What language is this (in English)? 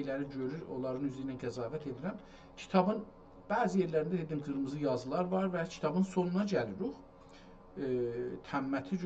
South Azerbaijani